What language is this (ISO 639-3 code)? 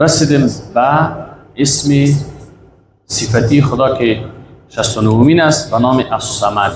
fas